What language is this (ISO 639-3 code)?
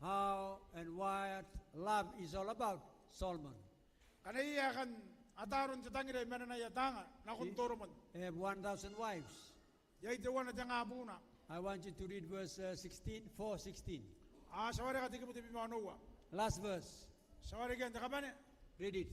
gil